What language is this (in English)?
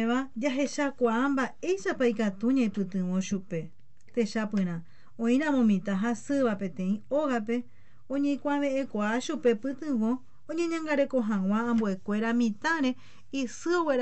Guarani